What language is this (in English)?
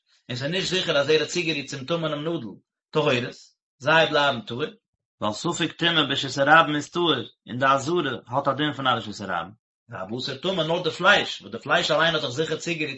Yiddish